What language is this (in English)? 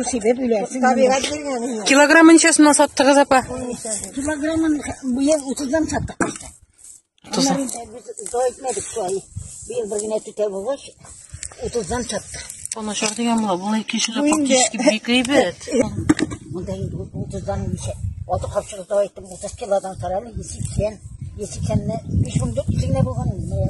Tatar